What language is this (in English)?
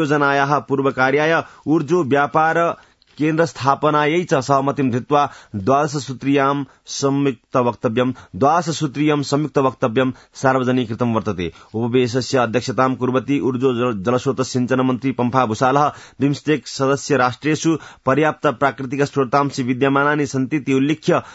Sanskrit